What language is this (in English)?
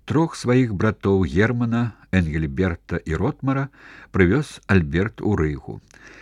Belarusian